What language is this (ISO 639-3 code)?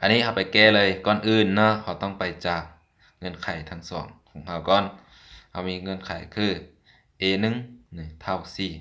lao